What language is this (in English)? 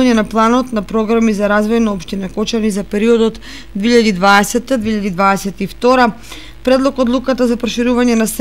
Macedonian